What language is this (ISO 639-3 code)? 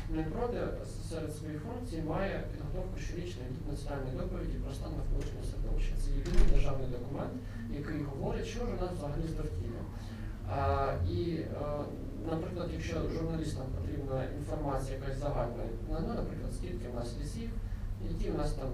ukr